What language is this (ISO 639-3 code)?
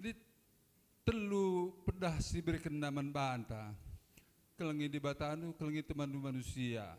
btx